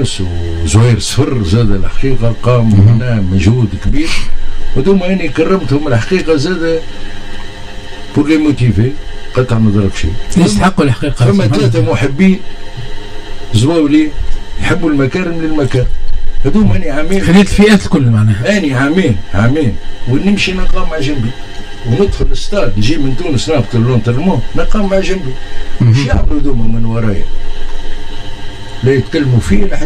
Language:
Tunisian Arabic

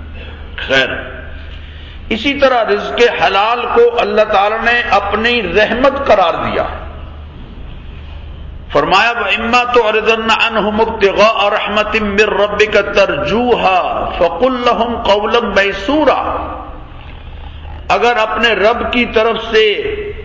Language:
Urdu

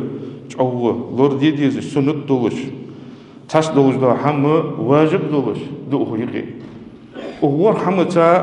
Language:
Ingush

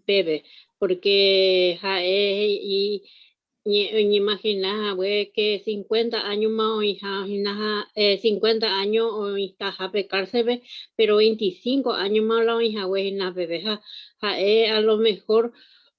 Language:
Guarani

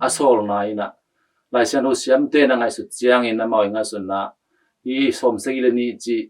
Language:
Tedim Chin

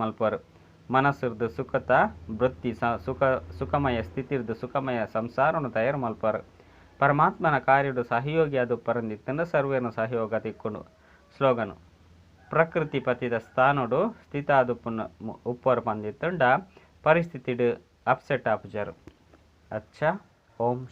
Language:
Tulu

